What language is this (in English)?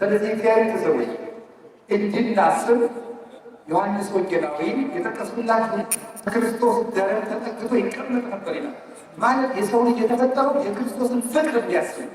Amharic